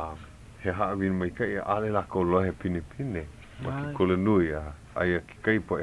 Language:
Hawaiian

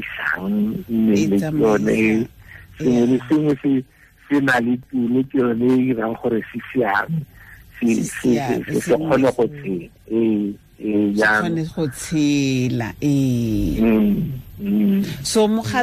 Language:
Tswana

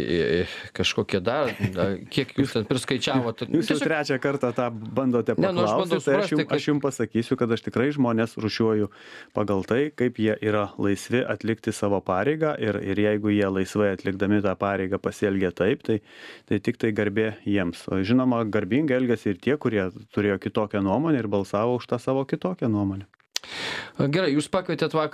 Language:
Lithuanian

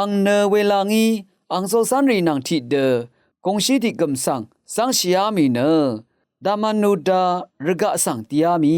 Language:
Rawang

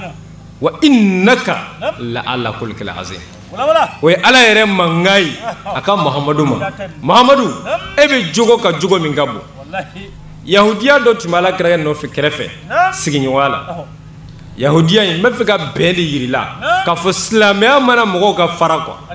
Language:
Bambara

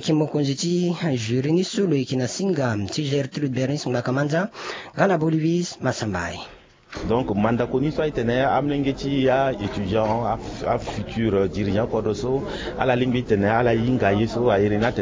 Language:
Sango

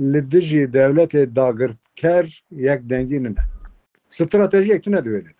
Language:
Kurdish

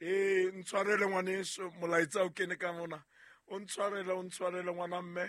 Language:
Southern Sotho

